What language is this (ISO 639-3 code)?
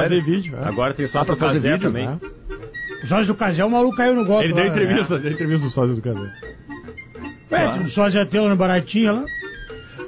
por